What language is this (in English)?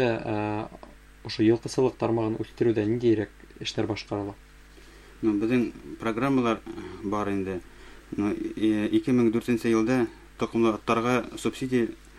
Bashkir